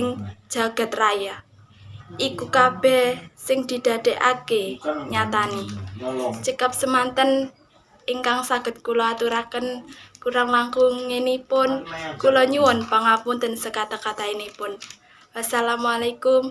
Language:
Javanese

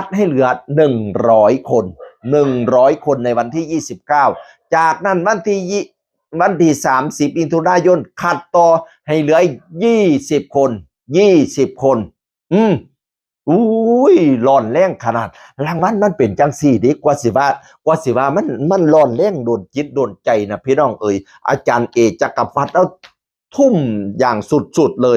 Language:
Northeastern Thai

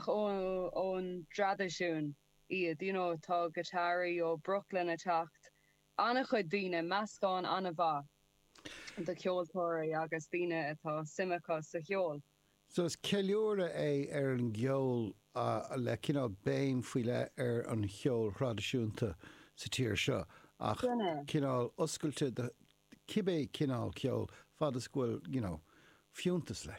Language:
Irish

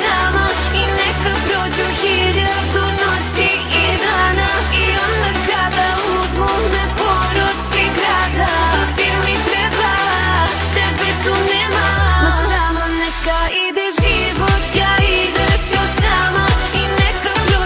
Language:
Serbian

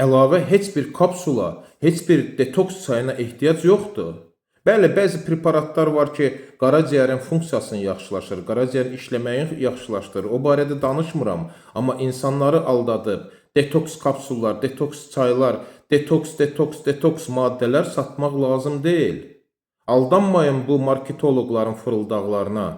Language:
Azerbaijani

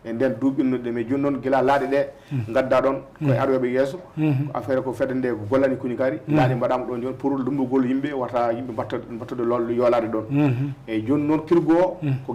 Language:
Fula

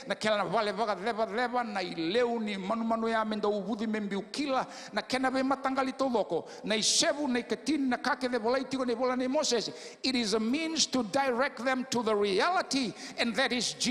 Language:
Fijian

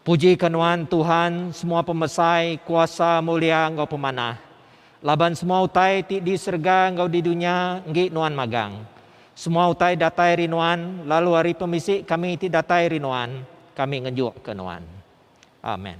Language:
Iban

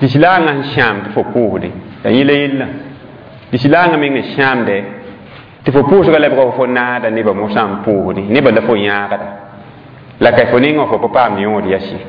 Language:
Mossi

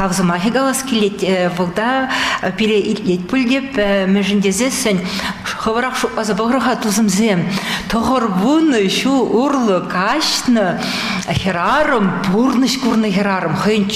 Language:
Chuvash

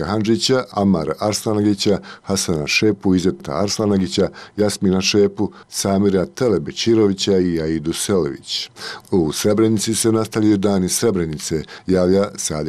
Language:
Bosnian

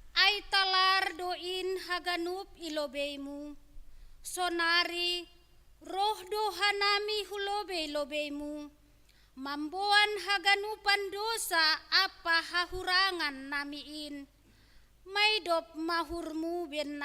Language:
Batak Simalungun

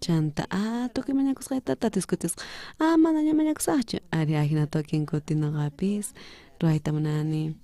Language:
South Bolivian Quechua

